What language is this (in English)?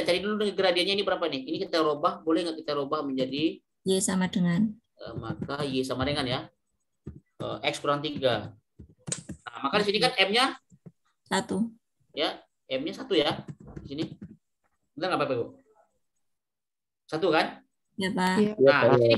Indonesian